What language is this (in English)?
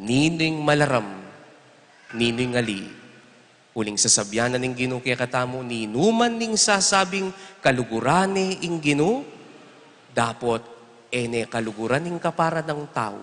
Pampanga